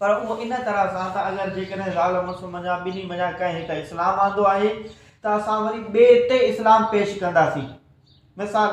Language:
Sindhi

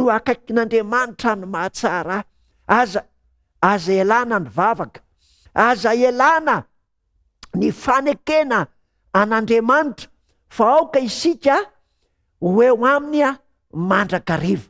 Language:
Malagasy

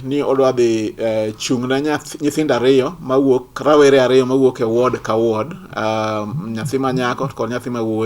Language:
Luo (Kenya and Tanzania)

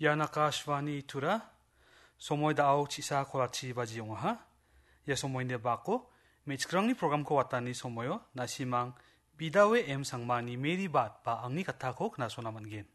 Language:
Garo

